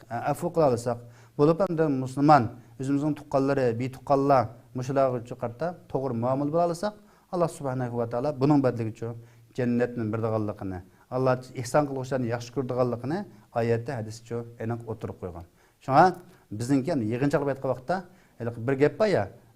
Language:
Uyghur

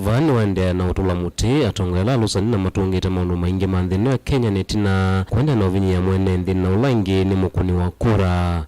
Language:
Kamba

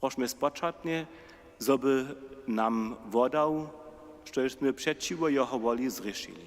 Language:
Upper Sorbian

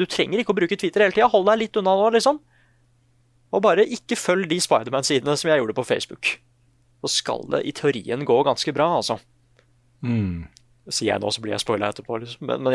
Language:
Norwegian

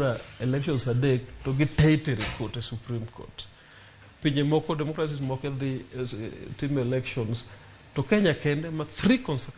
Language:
Luo (Kenya and Tanzania)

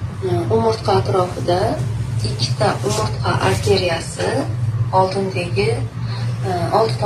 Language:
Uzbek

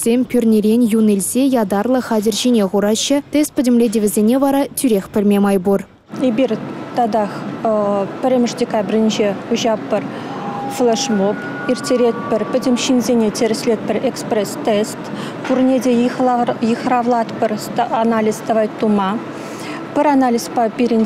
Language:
Chuvash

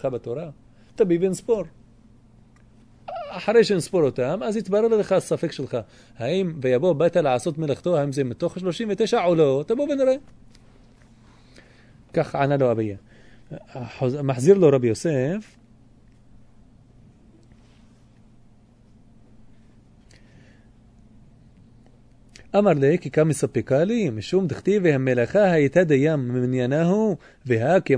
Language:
Hebrew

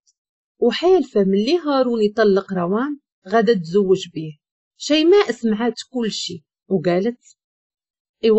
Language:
Moroccan Arabic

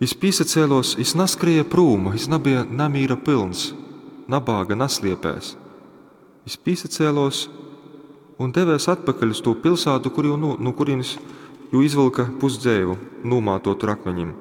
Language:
Latgalian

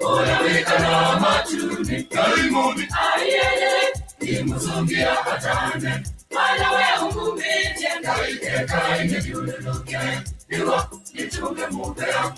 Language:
Masai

